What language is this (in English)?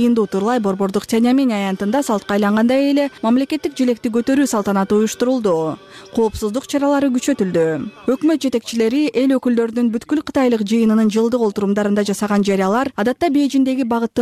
Kyrgyz